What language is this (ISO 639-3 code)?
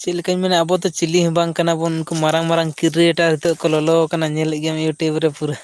sat